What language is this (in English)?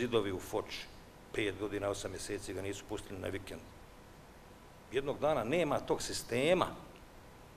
Bosnian